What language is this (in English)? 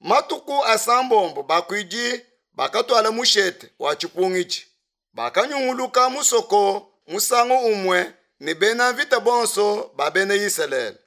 Luba-Lulua